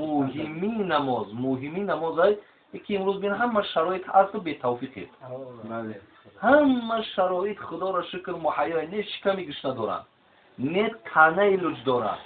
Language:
Tajik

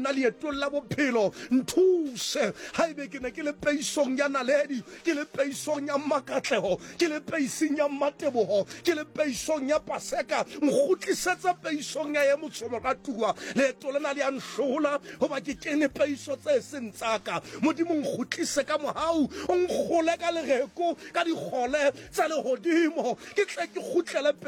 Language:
Southern Sotho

